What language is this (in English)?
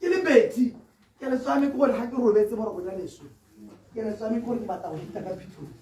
Tswana